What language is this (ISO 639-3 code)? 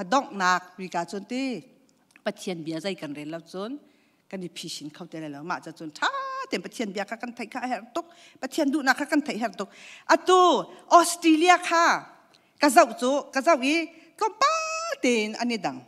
cnh